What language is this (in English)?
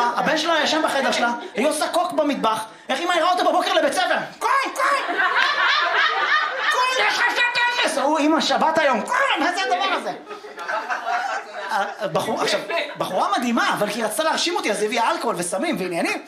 Hebrew